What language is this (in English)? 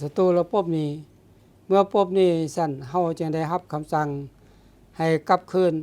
Lao